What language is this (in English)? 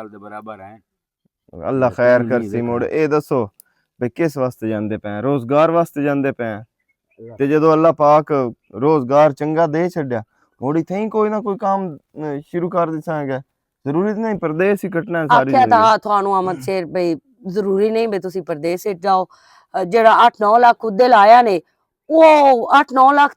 Western Panjabi